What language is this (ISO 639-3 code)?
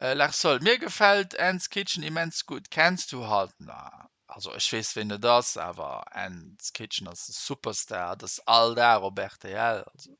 ltz